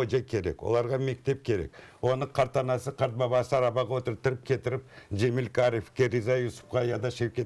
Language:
Crimean Tatar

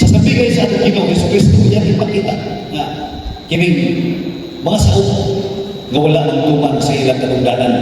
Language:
Cebuano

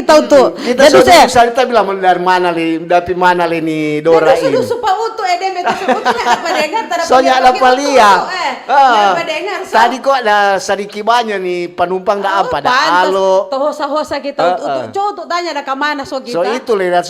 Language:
Manado Malay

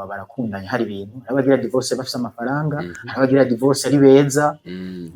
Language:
Rundi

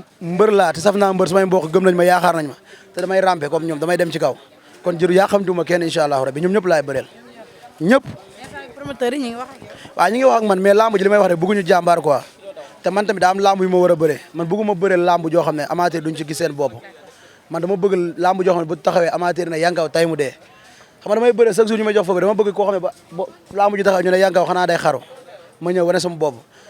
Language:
Wolof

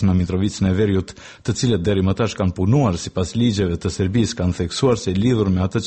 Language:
Albanian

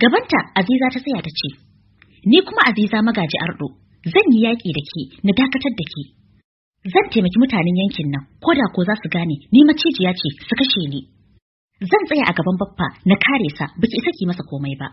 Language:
Hausa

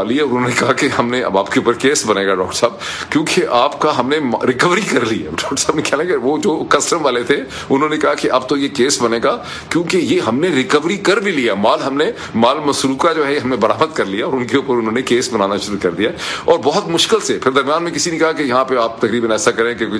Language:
Urdu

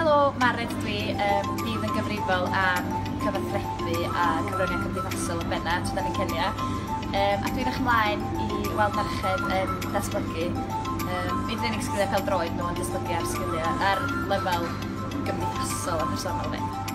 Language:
Welsh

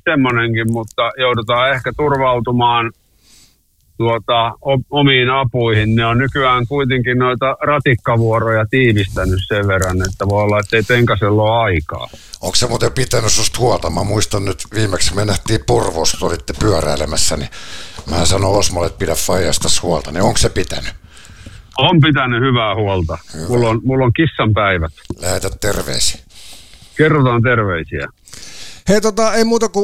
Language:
Finnish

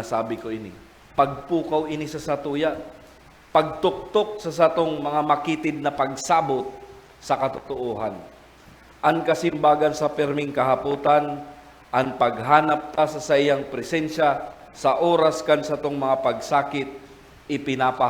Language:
Bikol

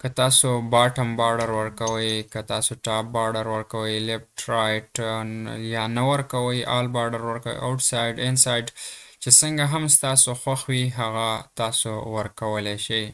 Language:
Pashto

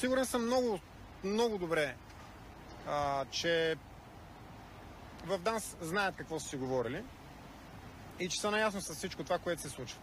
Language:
Bulgarian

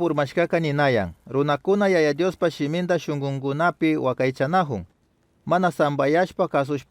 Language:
Chimborazo Highland Quichua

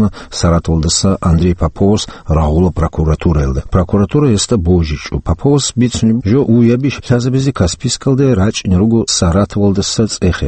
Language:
Avaric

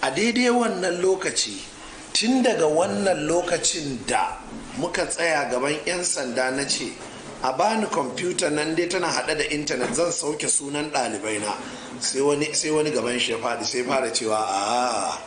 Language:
Hausa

